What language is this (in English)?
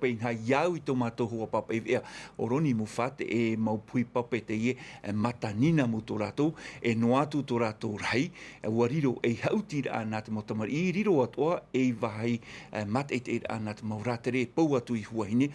Tahitian